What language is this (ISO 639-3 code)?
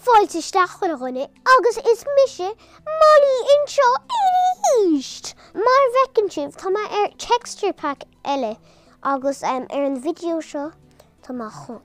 gle